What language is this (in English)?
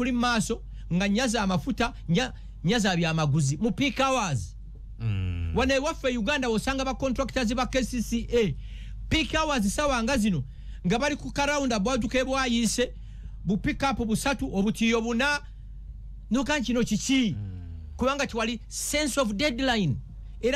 Ganda